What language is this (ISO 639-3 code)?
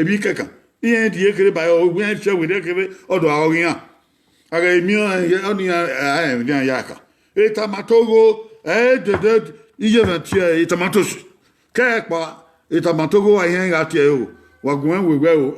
bin